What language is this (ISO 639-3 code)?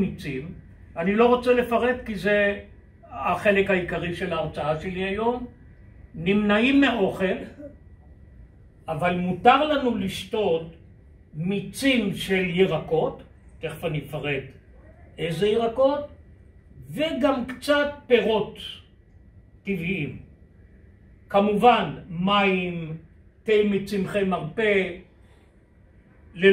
heb